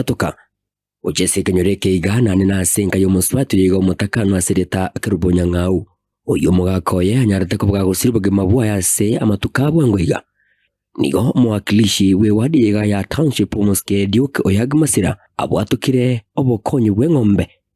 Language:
Gusii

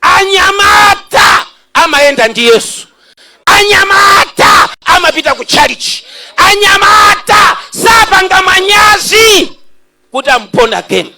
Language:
Nyanja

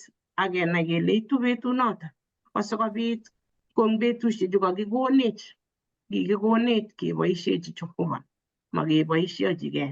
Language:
Kalenjin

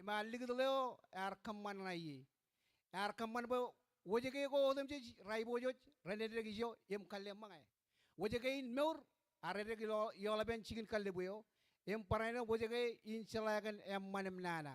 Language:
Marshallese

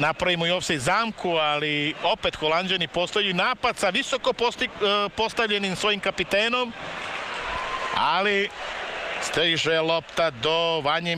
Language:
Serbian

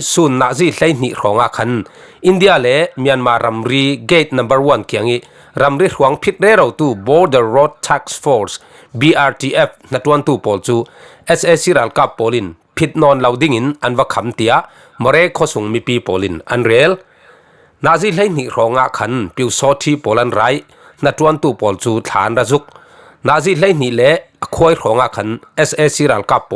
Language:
Falam Chin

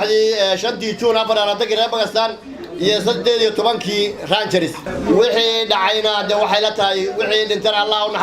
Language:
Somali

